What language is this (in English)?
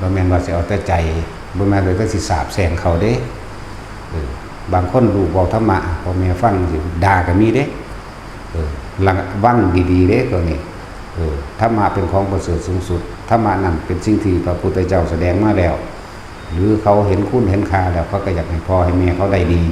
Northeastern Thai